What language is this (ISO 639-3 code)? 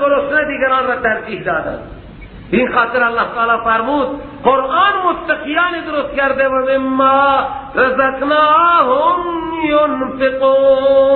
fas